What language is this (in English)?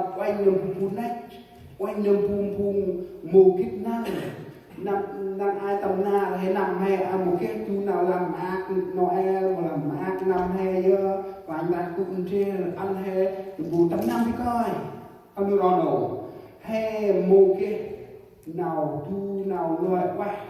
Central Mnong